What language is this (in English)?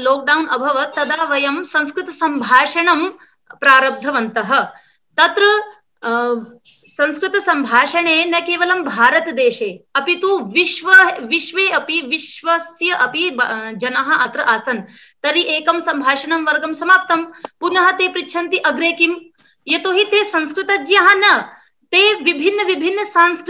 Sanskrit